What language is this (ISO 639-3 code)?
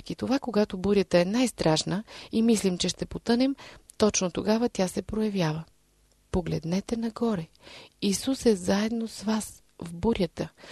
bul